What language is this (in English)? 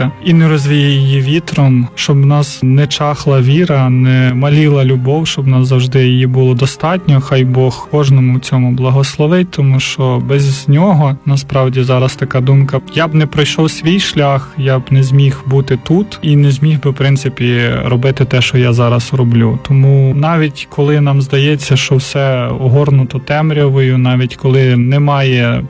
Ukrainian